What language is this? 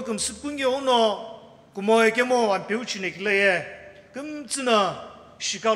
Sumi Naga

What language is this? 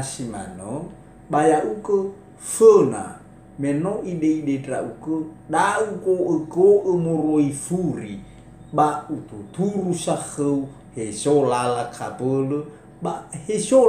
Nias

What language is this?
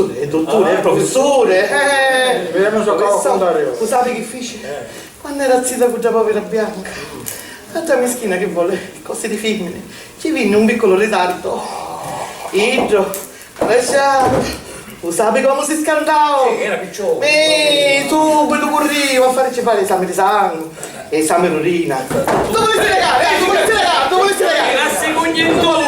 Sicilian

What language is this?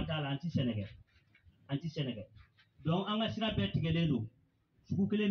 Bambara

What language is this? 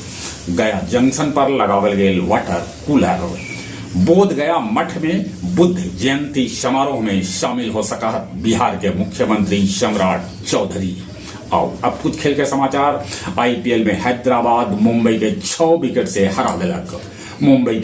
Magahi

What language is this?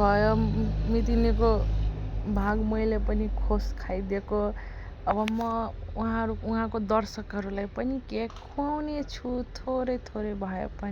Nepali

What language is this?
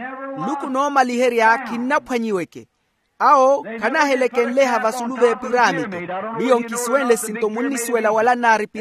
Makhuwa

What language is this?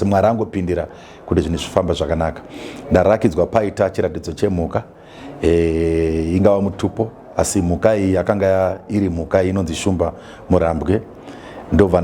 Shona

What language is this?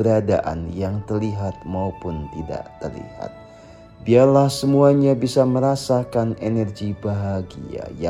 Indonesian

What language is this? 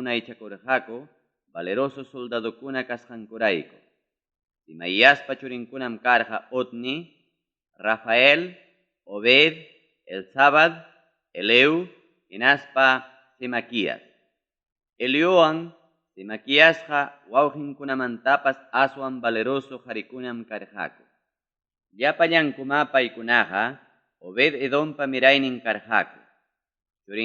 Ayacucho Quechua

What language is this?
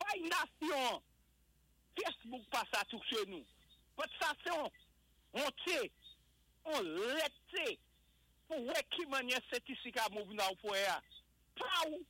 Saint Lucian Creole French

